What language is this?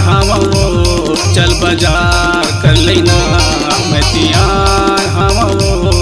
Chhattisgarhi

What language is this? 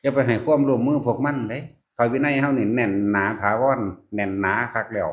Northeastern Thai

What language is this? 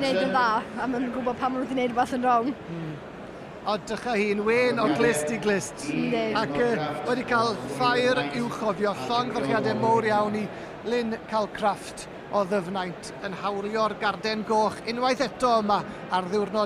Welsh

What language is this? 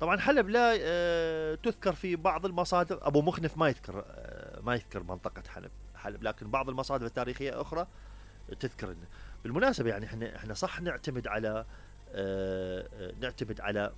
Mesopotamian Arabic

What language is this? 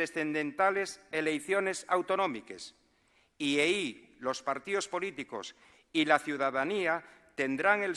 Asturian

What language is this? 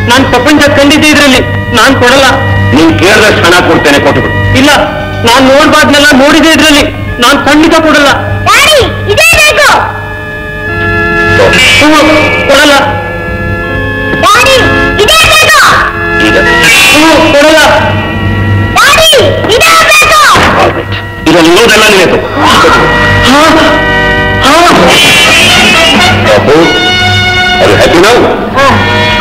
Kannada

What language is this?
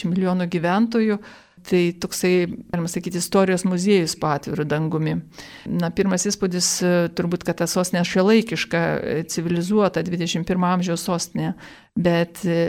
Lithuanian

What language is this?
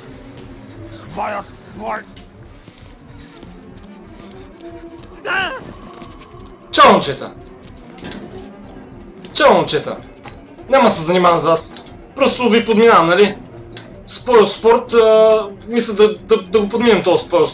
Bulgarian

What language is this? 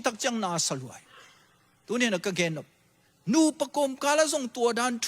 Tedim Chin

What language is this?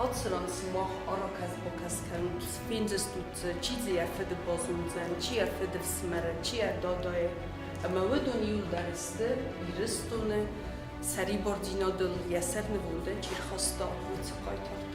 Ossetic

